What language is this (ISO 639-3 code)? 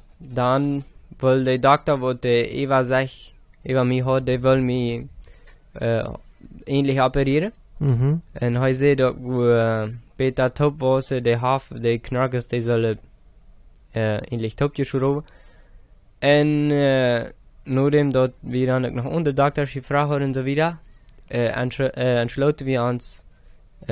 pdt